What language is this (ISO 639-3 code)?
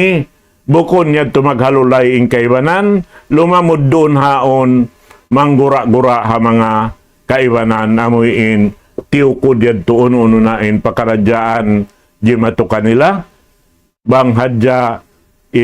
tsg